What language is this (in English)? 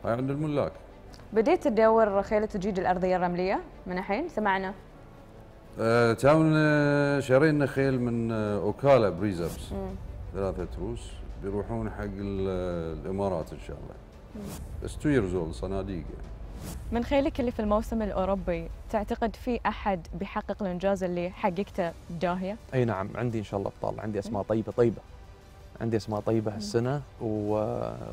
Gulf Arabic